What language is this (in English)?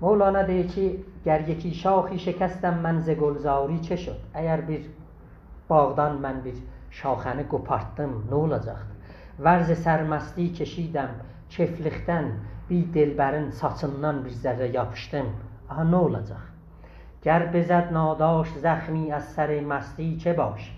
South Azerbaijani